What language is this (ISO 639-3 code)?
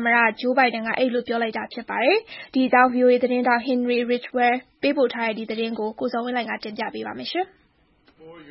mya